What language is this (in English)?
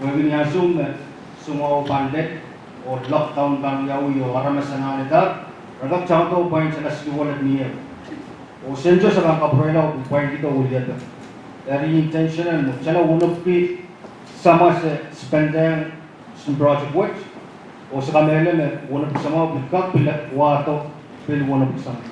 Pohnpeian